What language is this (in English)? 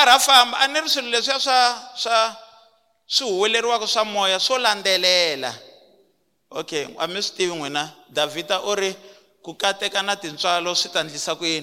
Tsonga